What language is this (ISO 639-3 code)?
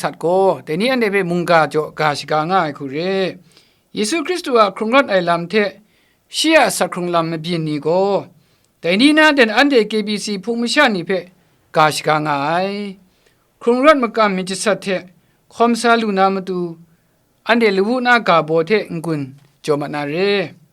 kac